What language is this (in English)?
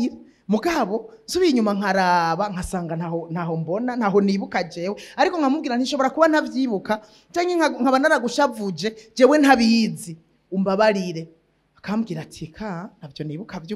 Rundi